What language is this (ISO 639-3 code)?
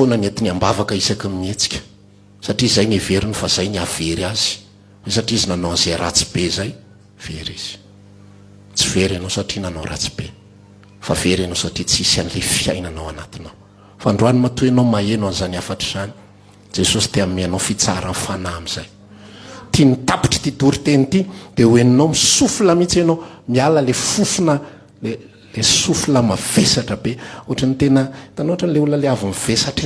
mlg